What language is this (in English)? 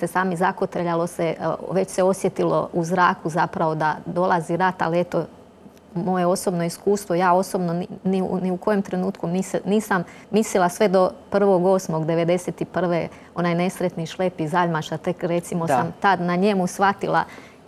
Croatian